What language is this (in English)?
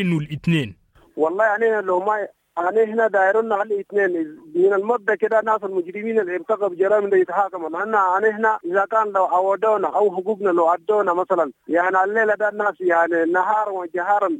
Sudanese Arabic